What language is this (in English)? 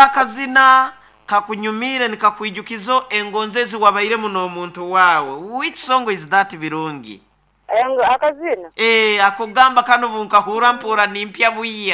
Nyoro